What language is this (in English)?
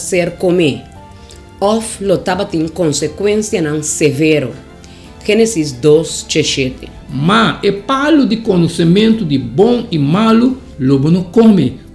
Papiamento